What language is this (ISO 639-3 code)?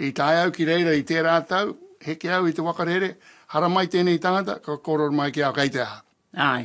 mri